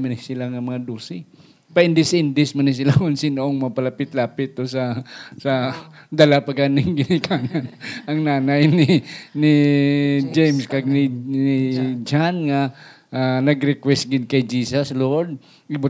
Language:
Hiligaynon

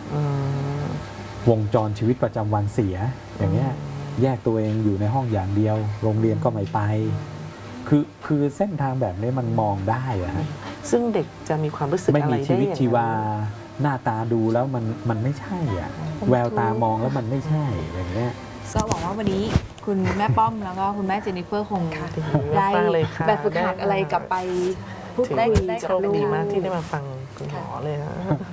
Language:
Thai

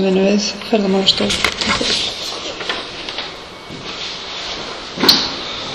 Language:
Icelandic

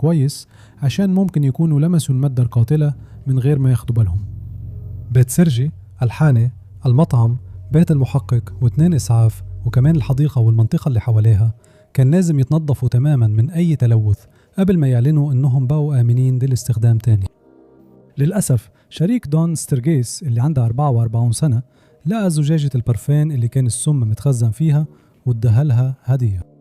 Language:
Egyptian Arabic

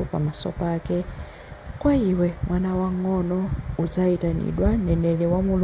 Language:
Nyanja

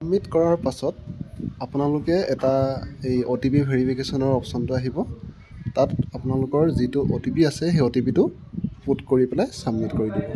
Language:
Assamese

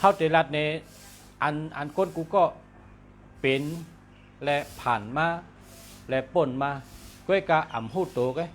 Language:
Shan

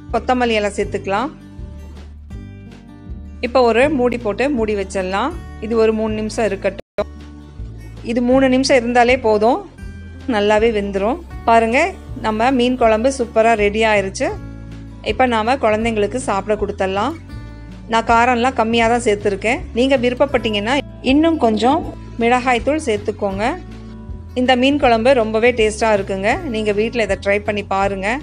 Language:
Tamil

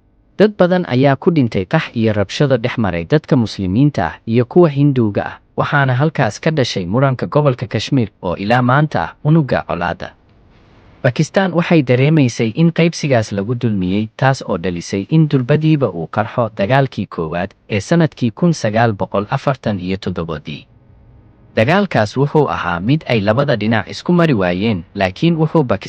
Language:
Somali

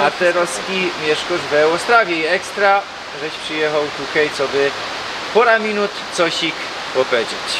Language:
Silesian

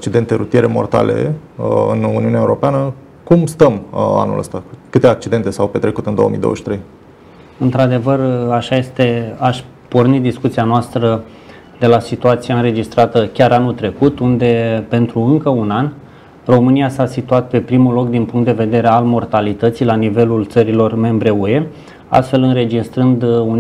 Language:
Romanian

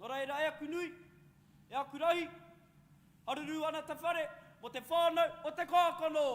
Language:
Māori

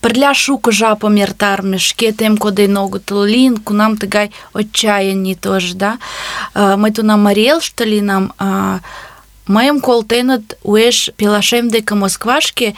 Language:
Mari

